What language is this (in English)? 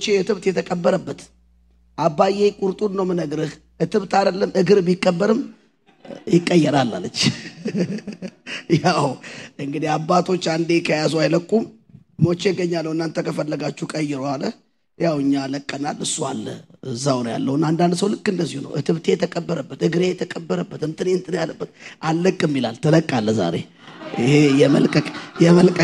Amharic